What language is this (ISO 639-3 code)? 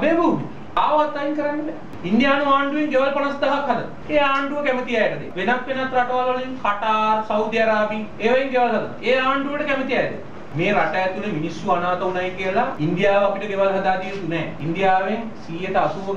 sin